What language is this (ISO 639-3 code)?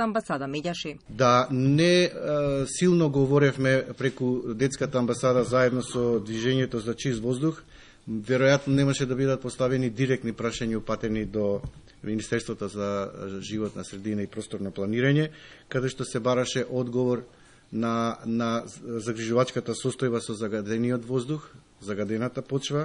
mkd